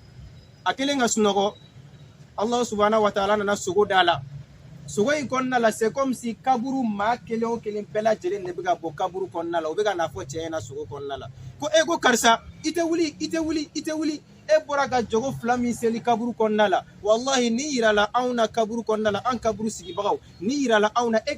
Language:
Bambara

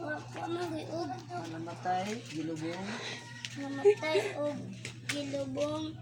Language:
Cebuano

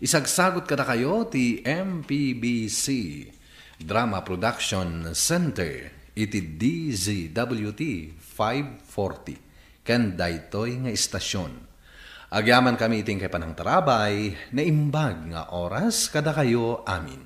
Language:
Iloko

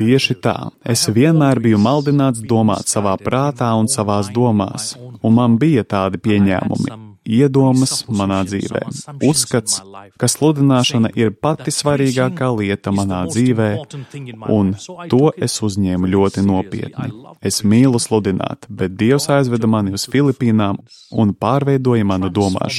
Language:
Latvian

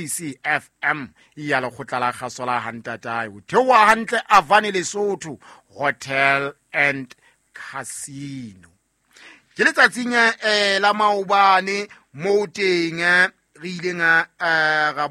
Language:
Southern Sotho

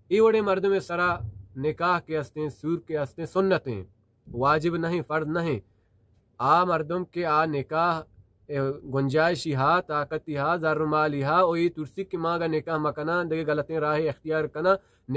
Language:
Baluchi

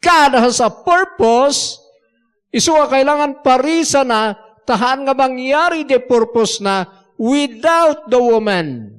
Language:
Iloko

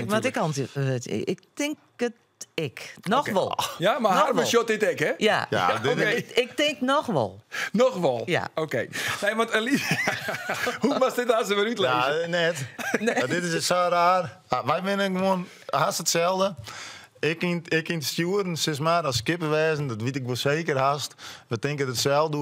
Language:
Western Frisian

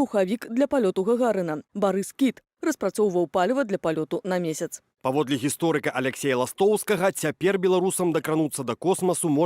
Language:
Belarusian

